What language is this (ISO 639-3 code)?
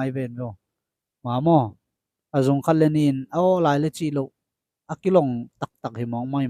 ctd